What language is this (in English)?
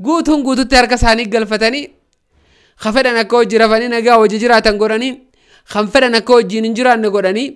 Oromo